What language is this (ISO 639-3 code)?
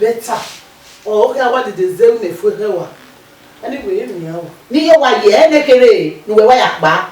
bin